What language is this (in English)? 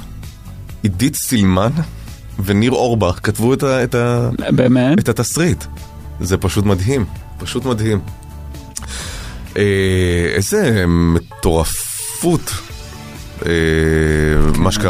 Hebrew